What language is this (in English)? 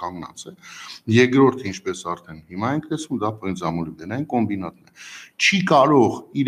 Armenian